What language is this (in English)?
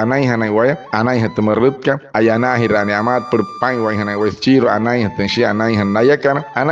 Wayuu